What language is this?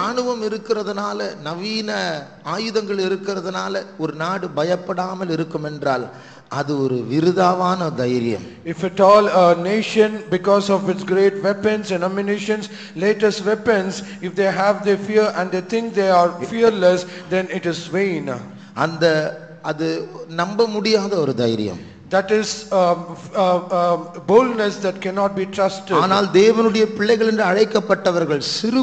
Tamil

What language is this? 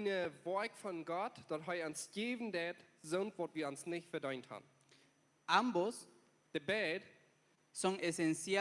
Plautdietsch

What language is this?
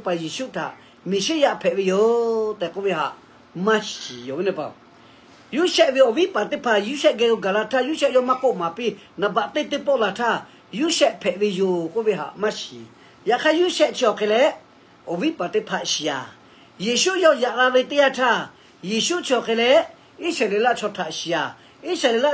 Lahu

